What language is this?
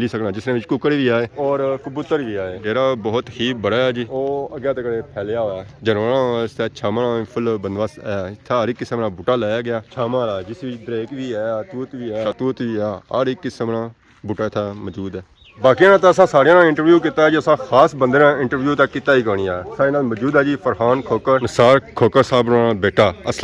Pahari-Potwari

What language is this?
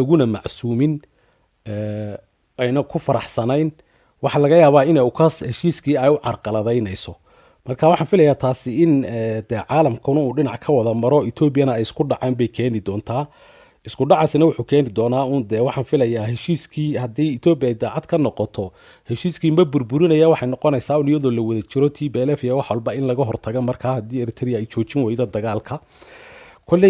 Somali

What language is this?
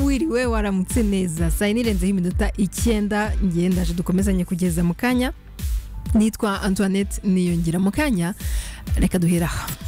Kinyarwanda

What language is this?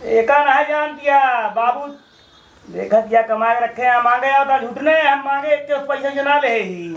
Awadhi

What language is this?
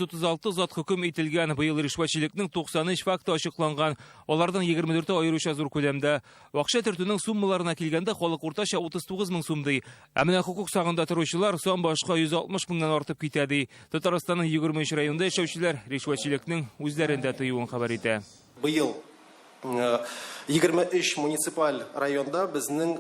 Tatar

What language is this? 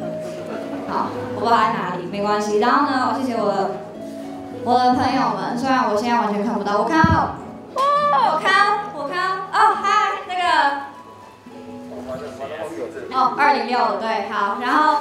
Chinese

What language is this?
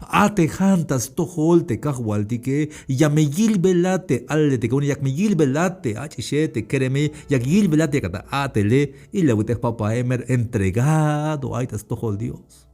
Tzeltal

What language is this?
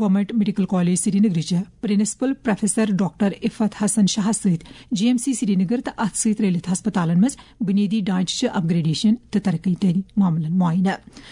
Kashmiri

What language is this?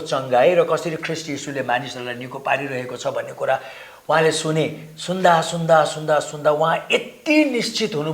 Nepali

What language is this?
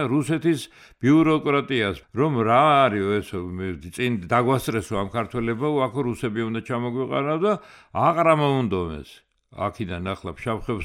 Georgian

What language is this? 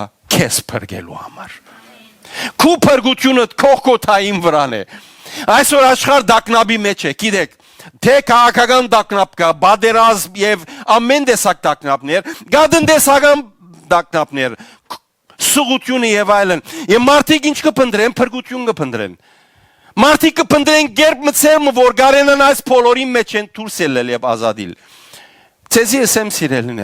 Western Armenian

